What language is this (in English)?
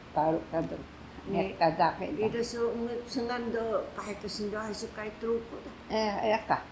Taroko